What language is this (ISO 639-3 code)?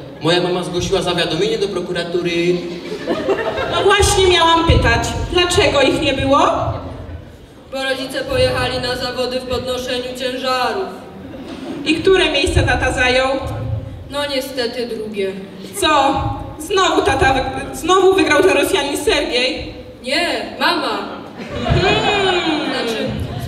pol